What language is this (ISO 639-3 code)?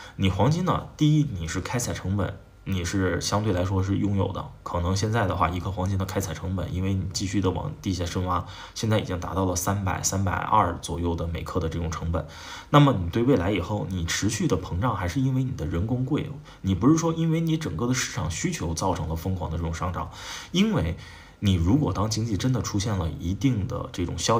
zho